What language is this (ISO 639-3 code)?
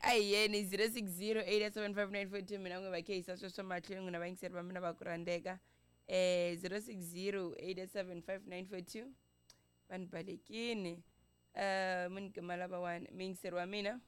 tso